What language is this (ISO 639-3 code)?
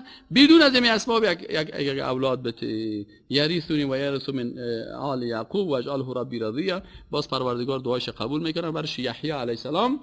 fas